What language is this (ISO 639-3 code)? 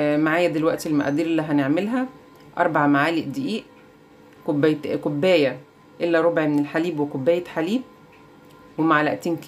arz